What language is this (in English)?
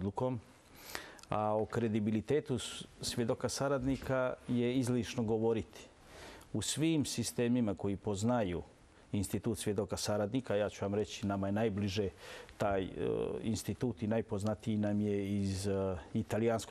Bosnian